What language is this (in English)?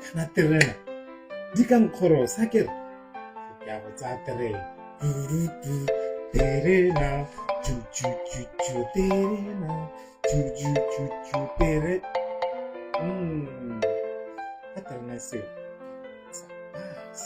Tswana